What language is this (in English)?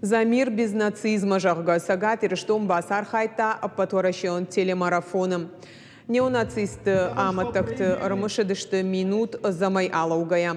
Ossetic